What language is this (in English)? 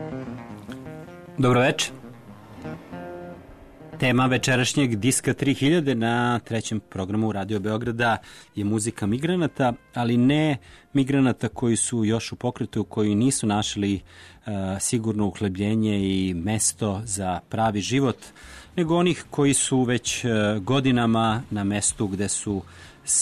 Serbian